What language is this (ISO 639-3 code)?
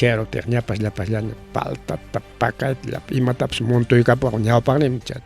quy